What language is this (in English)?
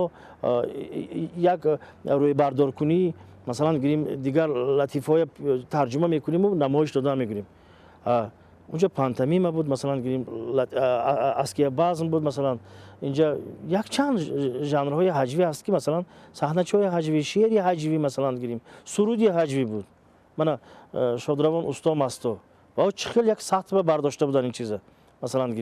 Tajik